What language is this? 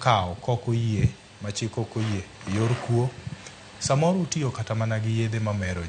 Luo (Kenya and Tanzania)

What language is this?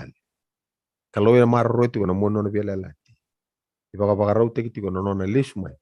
Fijian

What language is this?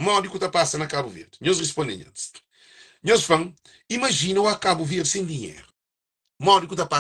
Kabuverdianu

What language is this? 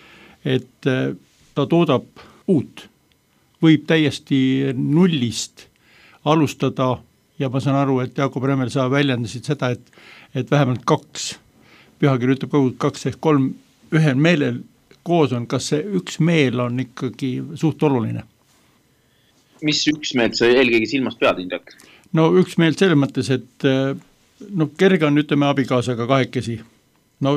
Estonian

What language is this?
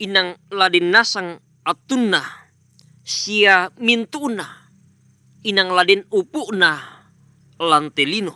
Toraja-Sa'dan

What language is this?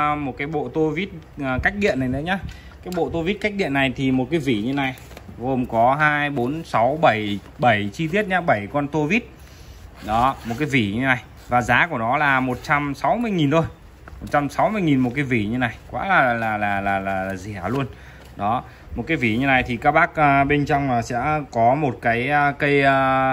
Vietnamese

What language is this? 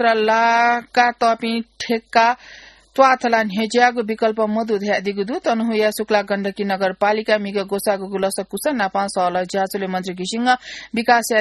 Newari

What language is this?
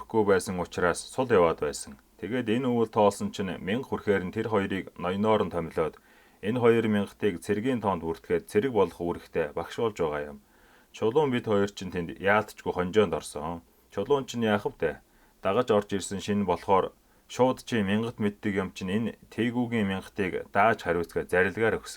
Mongolian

